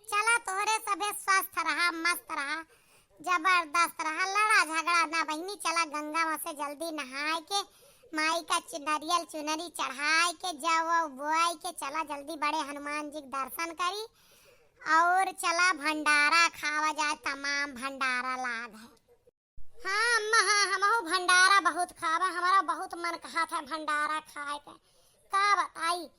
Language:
Awadhi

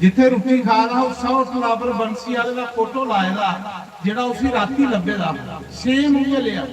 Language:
Dogri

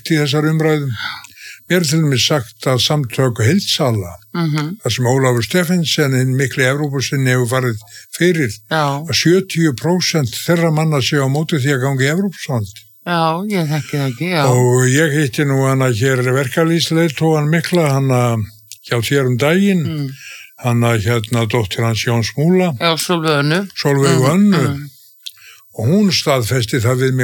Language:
Icelandic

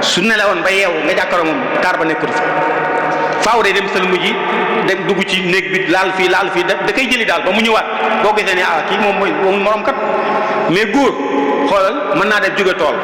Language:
Wolof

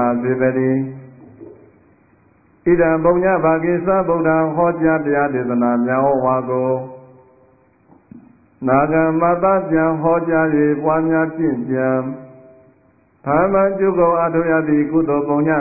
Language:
Burmese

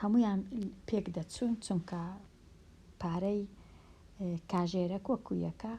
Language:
Central Kurdish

